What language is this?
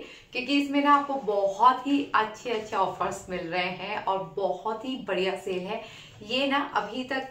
Hindi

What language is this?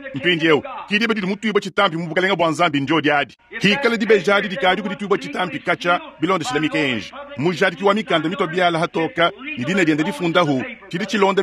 Luba-Lulua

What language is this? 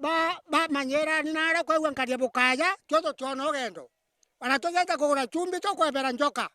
Meru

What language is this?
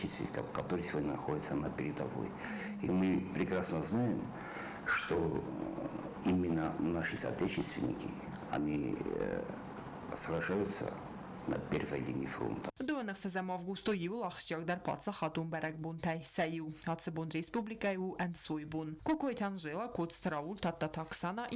Ossetic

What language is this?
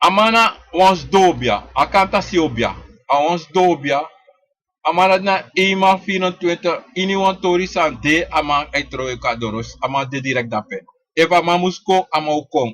Sranan Tongo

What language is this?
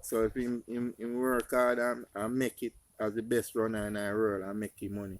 Jamaican Creole English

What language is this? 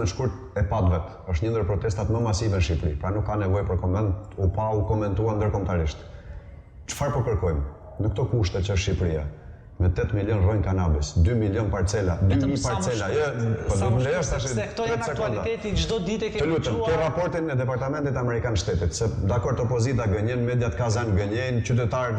Albanian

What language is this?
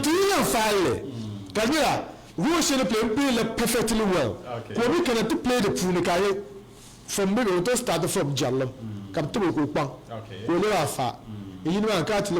Dagbani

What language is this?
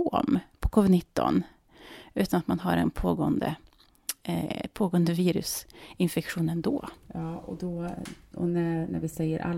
Swedish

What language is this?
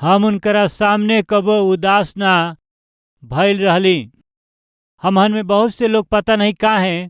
Bhojpuri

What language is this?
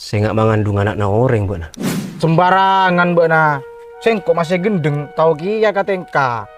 Madurese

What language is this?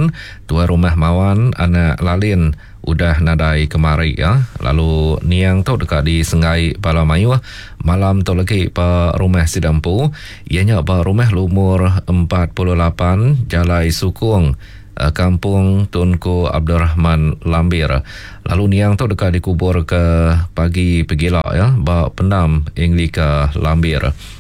Iban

